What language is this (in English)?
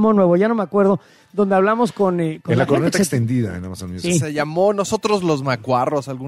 Spanish